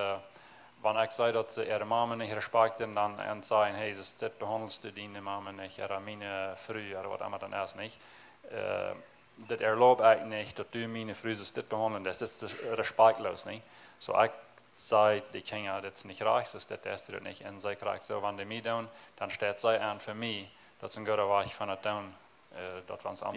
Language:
Plautdietsch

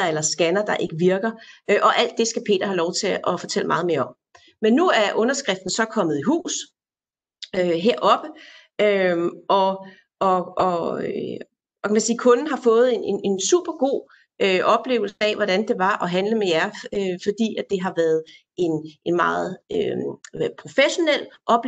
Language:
Danish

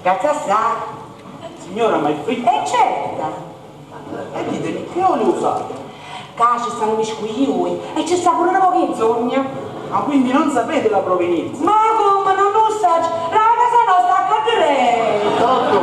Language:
Neapolitan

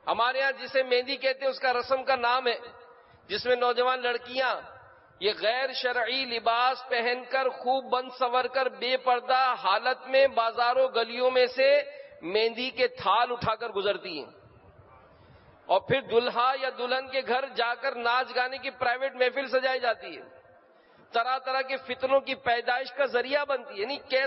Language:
Urdu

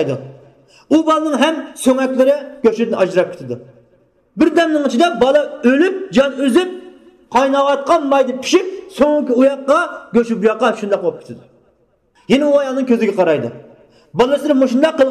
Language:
Uyghur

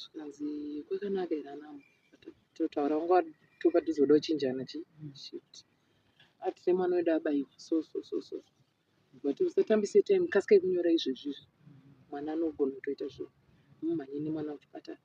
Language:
Shona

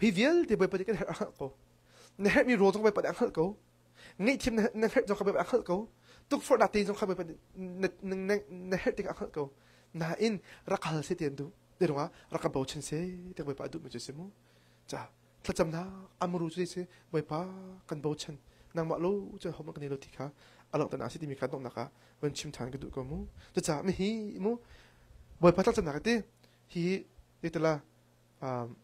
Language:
Hakha Chin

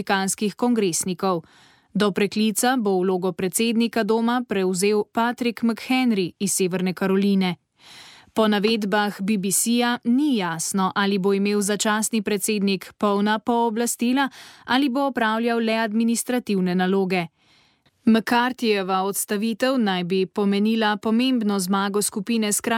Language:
Slovenian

